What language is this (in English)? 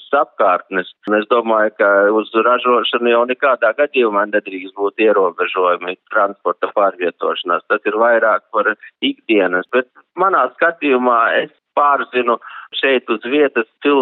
Latvian